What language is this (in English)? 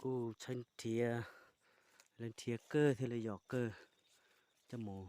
Hmong